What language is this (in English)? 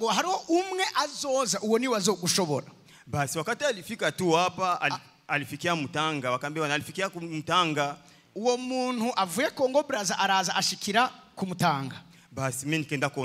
Rundi